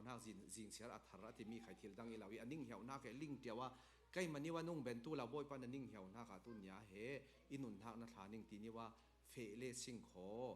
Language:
Falam Chin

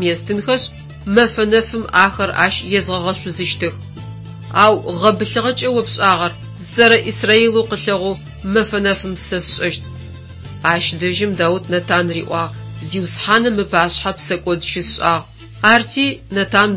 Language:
Adyghe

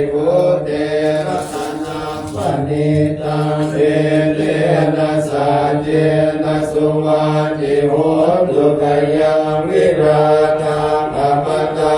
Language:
Pali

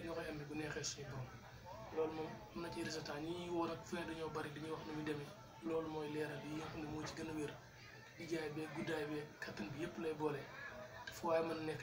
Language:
Wolof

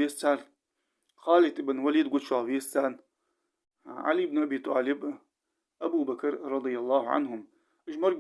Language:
Ingush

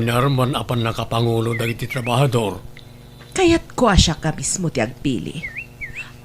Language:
Iloko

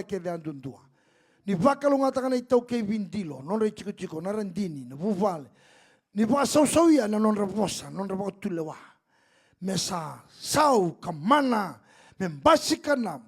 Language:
Fijian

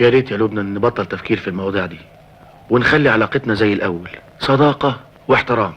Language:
Egyptian Arabic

